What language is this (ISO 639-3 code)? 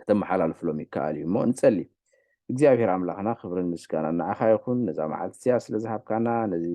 tir